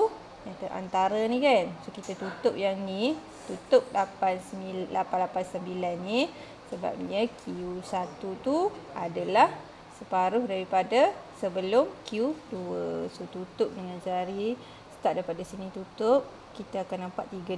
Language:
Malay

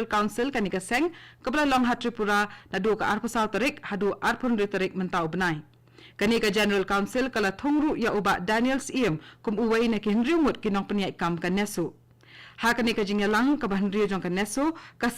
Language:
Khasi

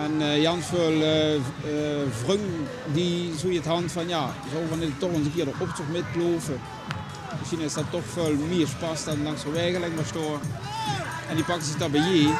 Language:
Limburgish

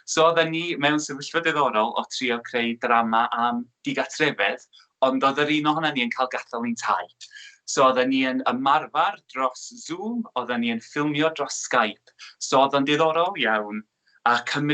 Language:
Welsh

